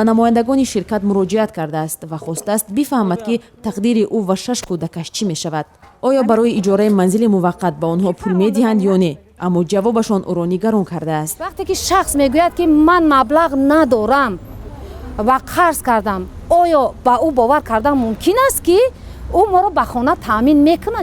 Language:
Tajik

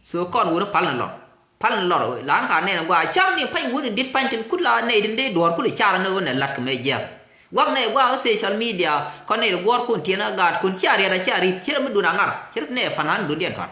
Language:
Nuer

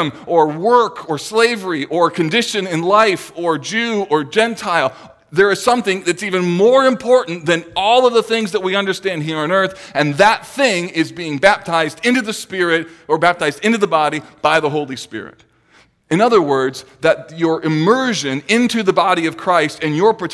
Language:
English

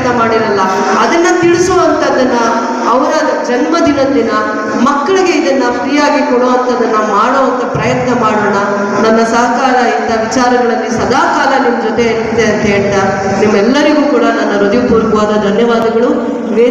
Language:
Kannada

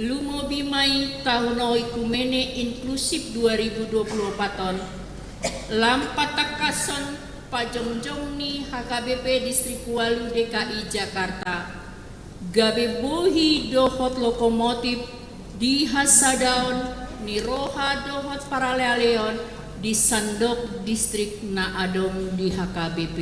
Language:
Batak Toba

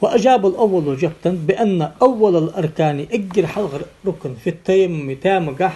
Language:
Ingush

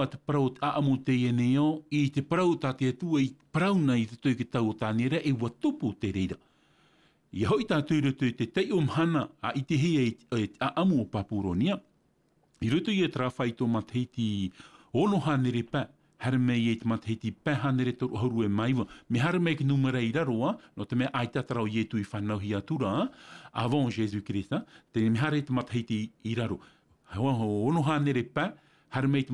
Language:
Tahitian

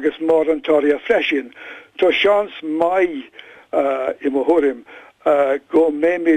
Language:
Irish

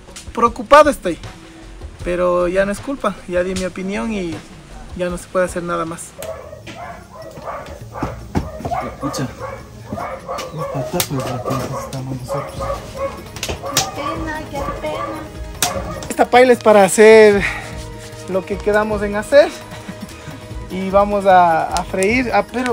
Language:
Spanish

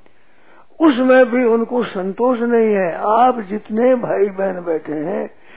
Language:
Hindi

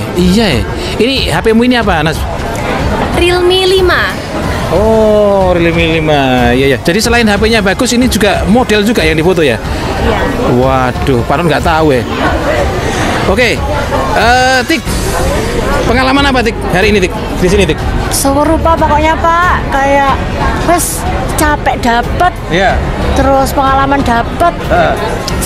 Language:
Indonesian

